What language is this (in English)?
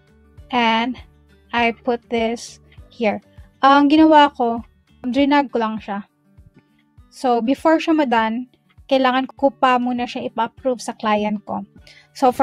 Filipino